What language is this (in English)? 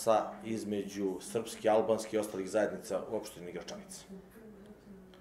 Serbian